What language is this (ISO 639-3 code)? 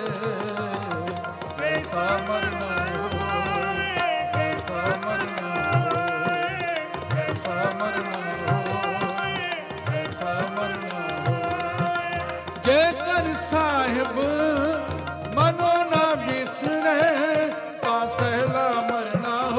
pan